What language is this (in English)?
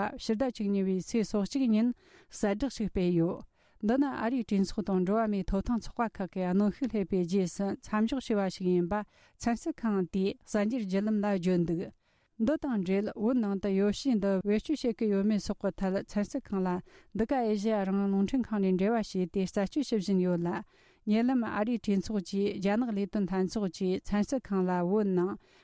Tibetan